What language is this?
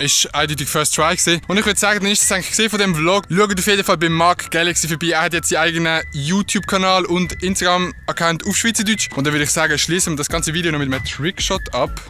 Swiss German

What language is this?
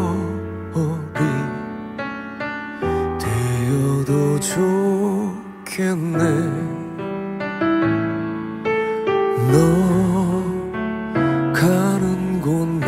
Korean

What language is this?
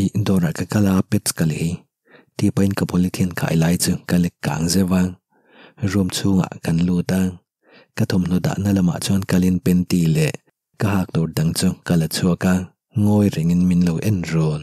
Mizo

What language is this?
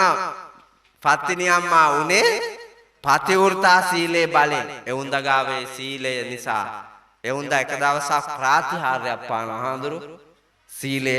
Sinhala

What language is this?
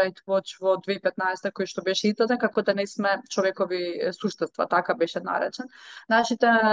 Macedonian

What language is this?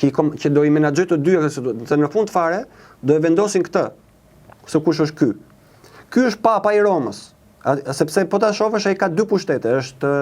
Albanian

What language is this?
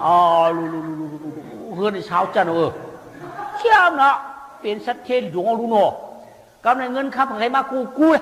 Shan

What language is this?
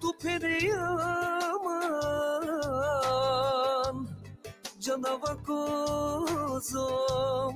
Balkan Romani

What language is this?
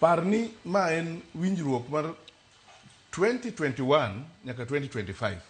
Luo (Kenya and Tanzania)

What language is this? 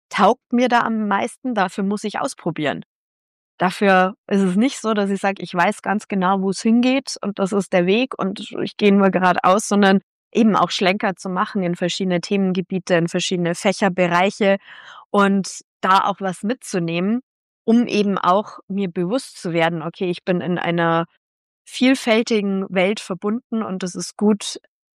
German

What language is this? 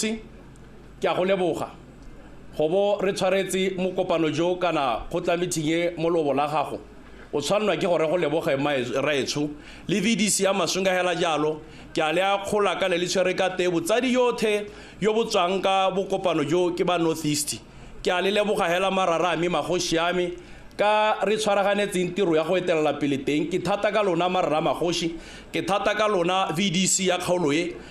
Tswana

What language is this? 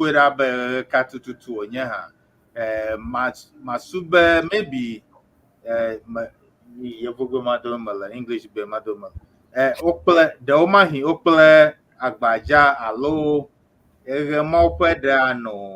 Ewe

